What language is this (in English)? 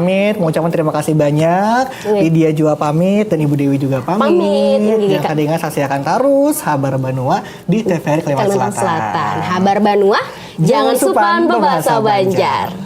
Banjar